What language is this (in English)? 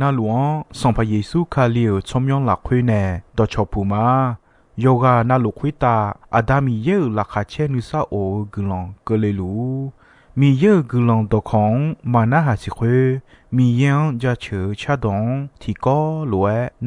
Akha